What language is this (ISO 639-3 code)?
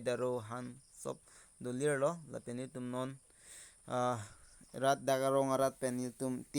mjw